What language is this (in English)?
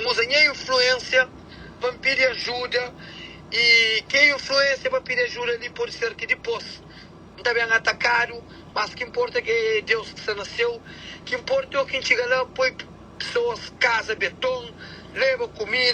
Kabuverdianu